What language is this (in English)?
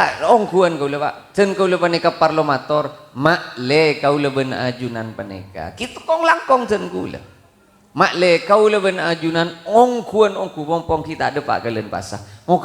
Madurese